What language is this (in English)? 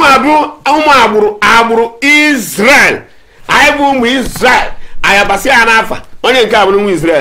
Igbo